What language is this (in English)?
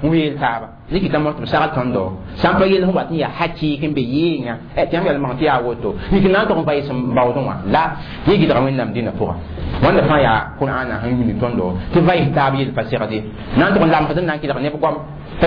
Mossi